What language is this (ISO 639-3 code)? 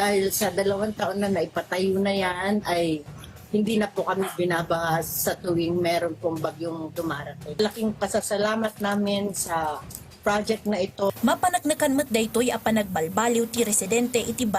ilo